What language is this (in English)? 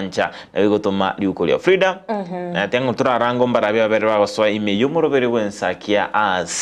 Gusii